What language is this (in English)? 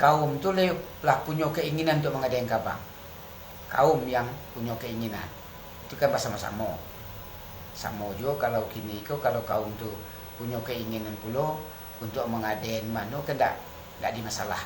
Minangkabau